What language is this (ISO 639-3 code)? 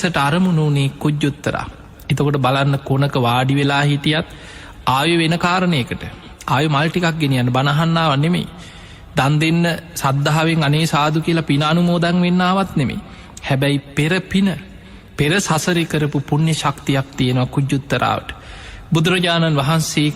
sin